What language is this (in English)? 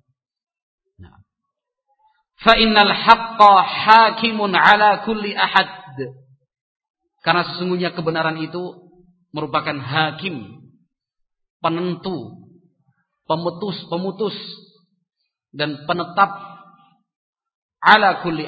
Indonesian